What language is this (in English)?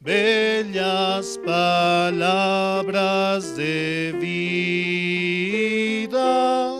South Bolivian Quechua